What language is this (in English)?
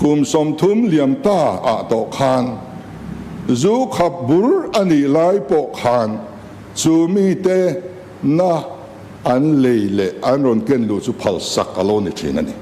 Mizo